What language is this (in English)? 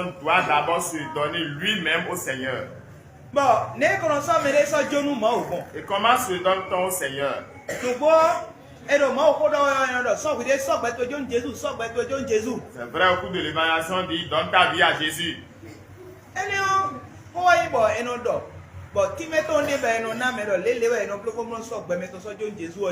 Fon